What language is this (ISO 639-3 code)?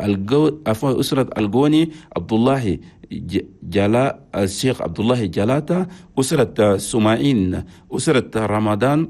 shu